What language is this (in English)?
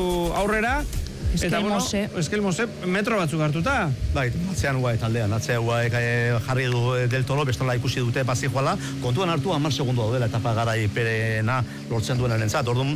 Basque